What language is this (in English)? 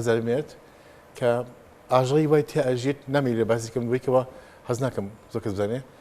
Central Kurdish